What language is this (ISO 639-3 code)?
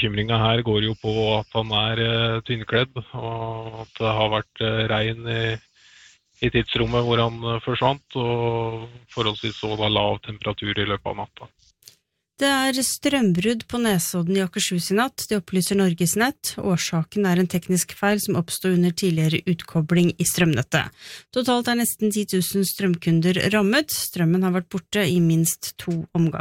nor